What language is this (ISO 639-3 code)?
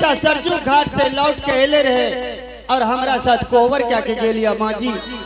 anp